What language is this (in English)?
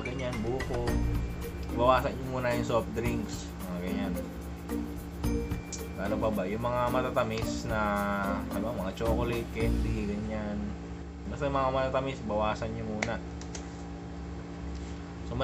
Filipino